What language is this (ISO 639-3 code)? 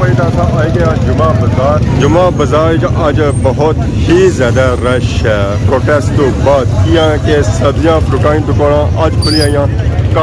phr